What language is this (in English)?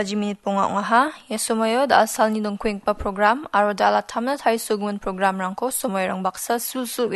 Garo